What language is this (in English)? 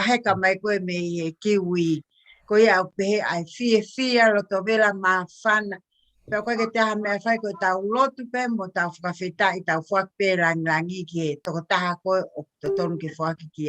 Tongan